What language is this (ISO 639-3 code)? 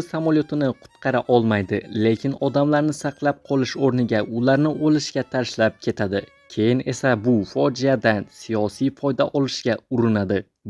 uzb